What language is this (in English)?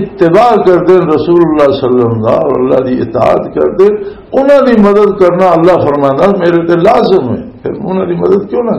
Western Panjabi